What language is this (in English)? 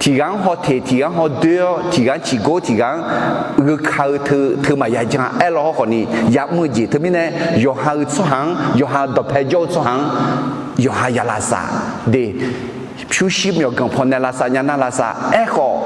Akha